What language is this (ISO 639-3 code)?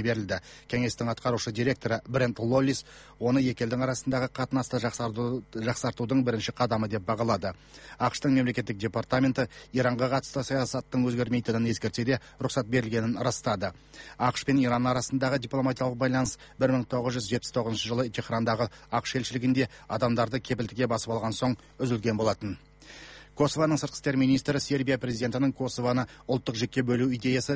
kaz